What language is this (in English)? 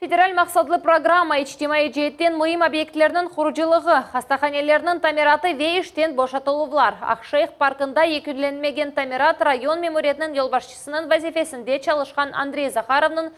Crimean Tatar